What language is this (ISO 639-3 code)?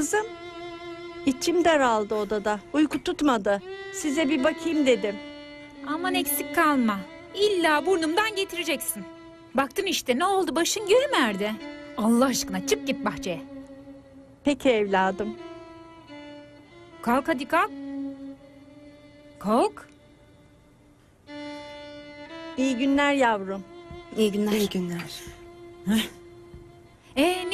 tur